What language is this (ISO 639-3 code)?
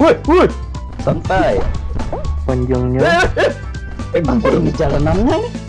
bjn